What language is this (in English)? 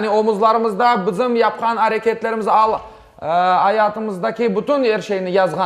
Crimean Tatar